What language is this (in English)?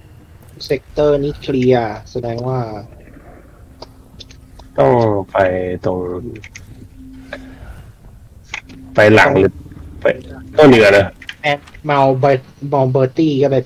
Thai